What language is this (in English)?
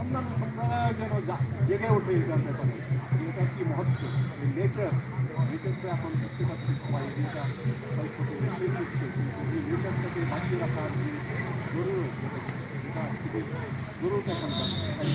Santali